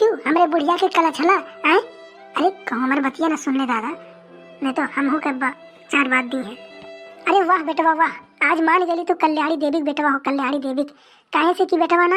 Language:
Awadhi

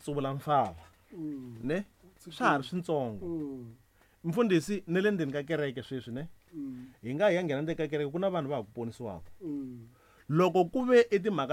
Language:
Tsonga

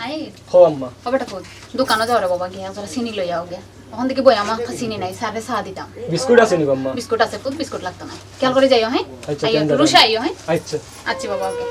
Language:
Sylheti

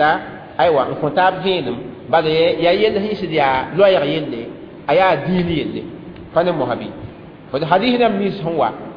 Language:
Mossi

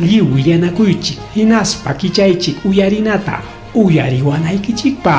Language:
Ayacucho Quechua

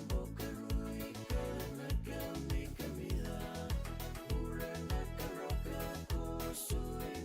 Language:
Fijian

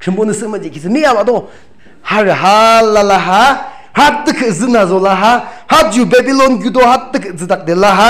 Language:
Yimchungru Naga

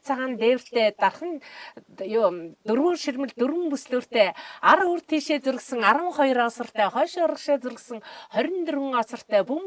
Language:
Mongolian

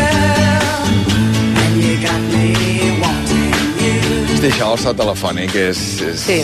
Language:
Catalan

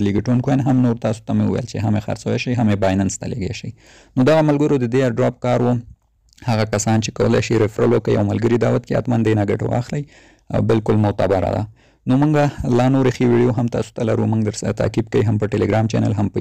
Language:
Pashto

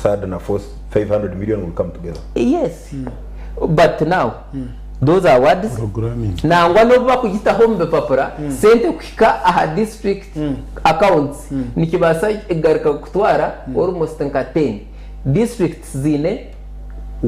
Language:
Nyankole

